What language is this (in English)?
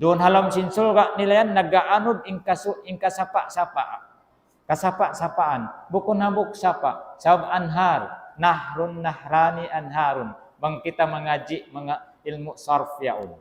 Tausug